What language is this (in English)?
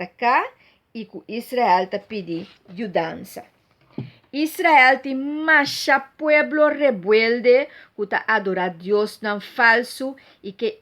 Papiamento